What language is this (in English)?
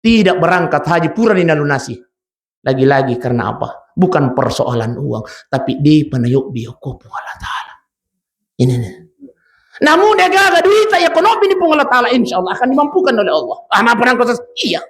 Buginese